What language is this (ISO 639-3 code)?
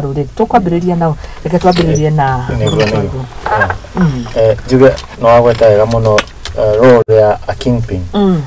kik